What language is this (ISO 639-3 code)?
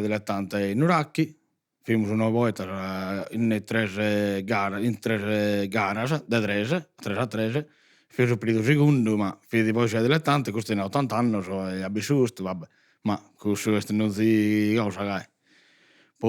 srd